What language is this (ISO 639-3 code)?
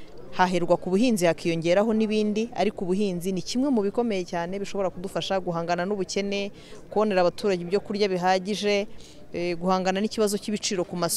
kin